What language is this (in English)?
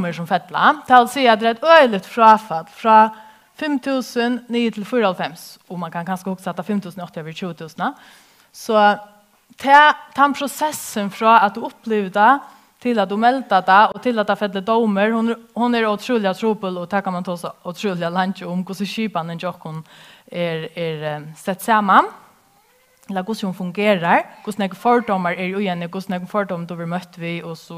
Faroese